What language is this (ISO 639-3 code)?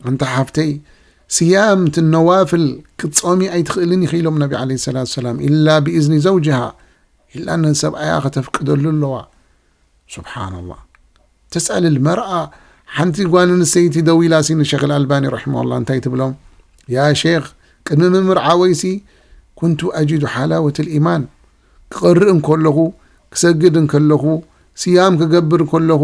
tir